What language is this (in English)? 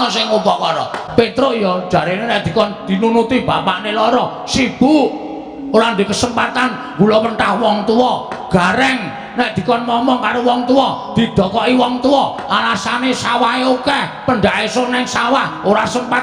Javanese